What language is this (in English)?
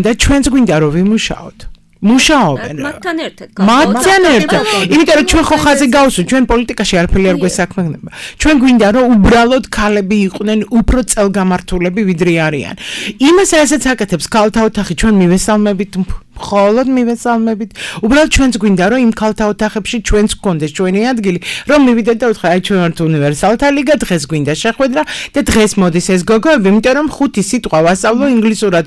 Georgian